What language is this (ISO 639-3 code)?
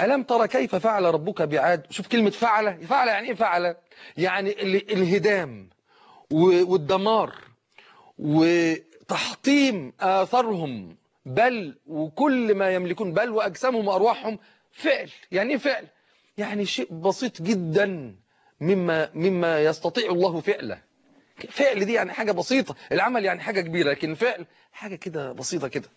arz